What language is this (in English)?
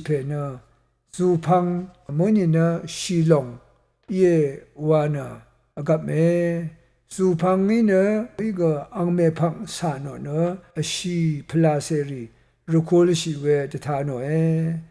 Rawang